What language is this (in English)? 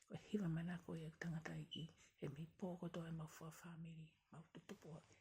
Tongan